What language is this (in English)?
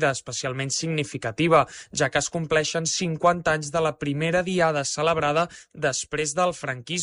Catalan